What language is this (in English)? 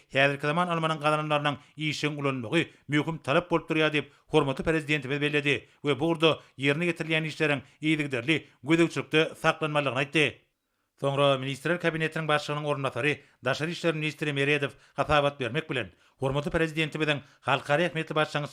Turkmen